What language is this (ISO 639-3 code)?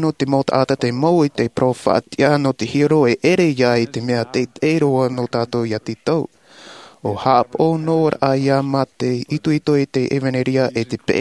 tah